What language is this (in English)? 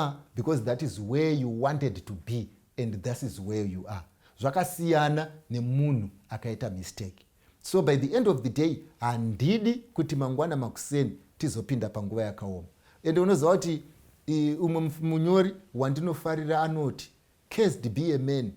Shona